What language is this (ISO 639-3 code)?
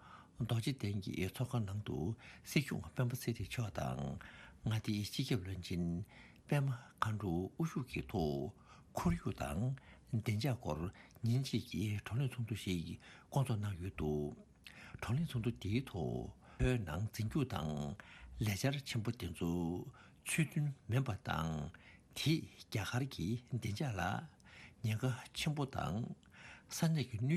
bod